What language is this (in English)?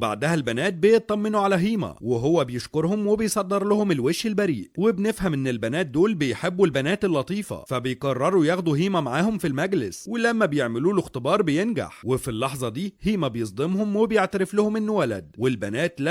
Egyptian Arabic